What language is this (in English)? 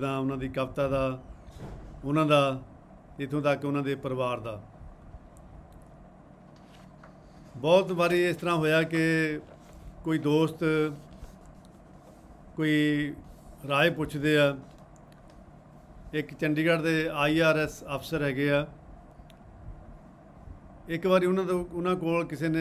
Punjabi